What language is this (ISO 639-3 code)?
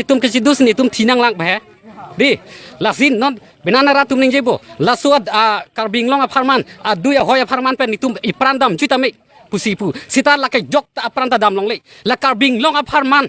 mjw